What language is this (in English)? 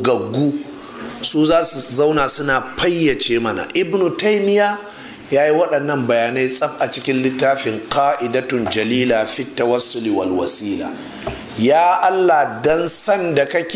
Hausa